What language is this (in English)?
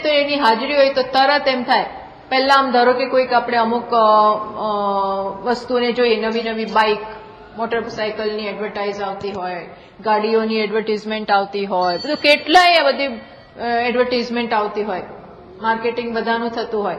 Gujarati